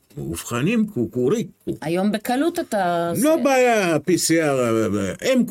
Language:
Hebrew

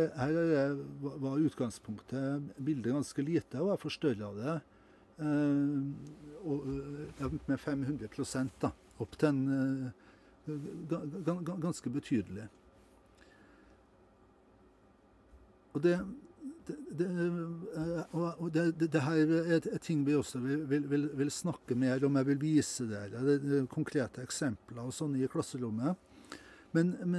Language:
Norwegian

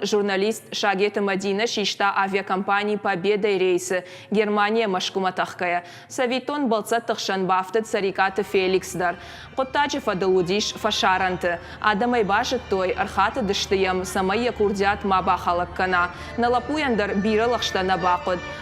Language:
Ossetic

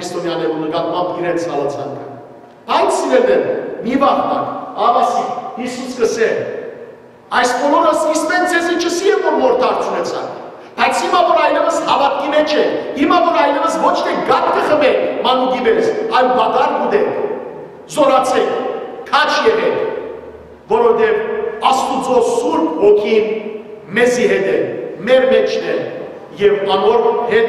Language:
Western Armenian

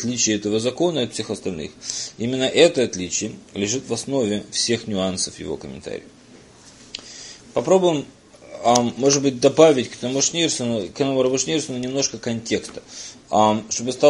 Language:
Russian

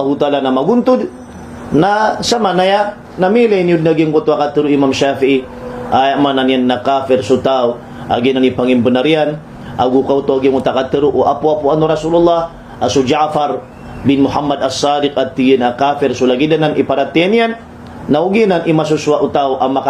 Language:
Maranao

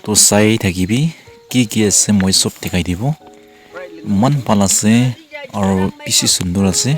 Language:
Naga Pidgin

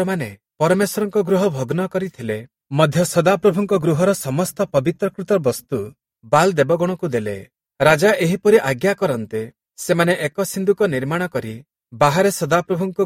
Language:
Odia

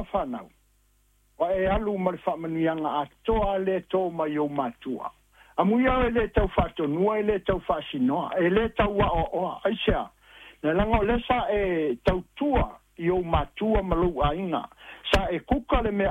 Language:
Samoan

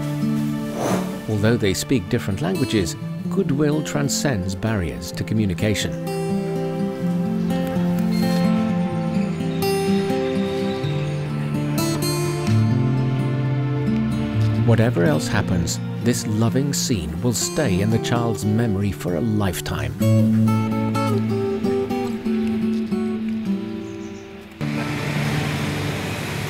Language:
English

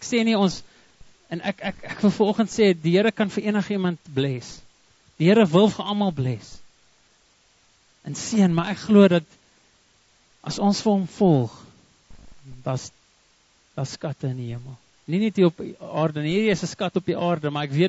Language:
Afrikaans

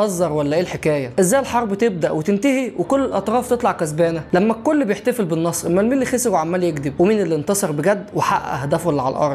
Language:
Egyptian Arabic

